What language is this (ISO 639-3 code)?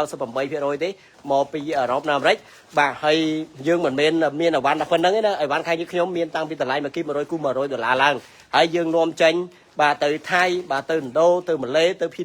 khm